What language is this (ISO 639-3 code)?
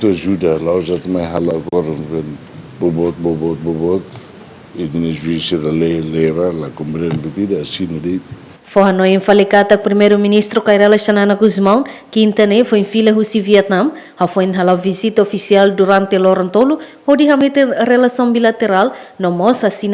tet